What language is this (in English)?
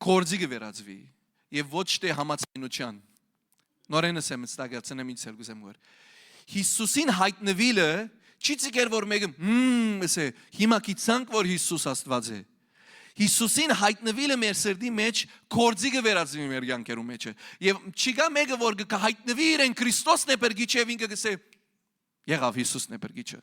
Western Armenian